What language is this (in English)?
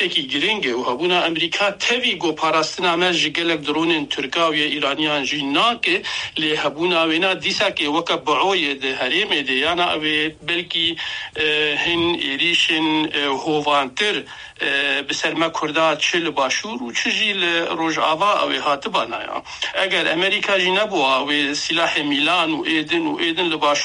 Kurdish